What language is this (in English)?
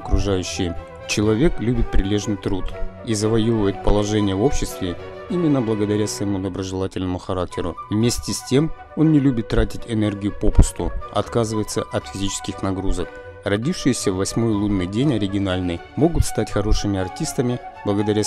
Russian